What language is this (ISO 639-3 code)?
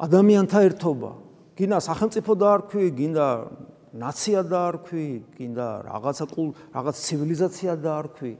kat